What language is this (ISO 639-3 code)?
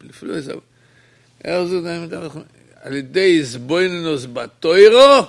yid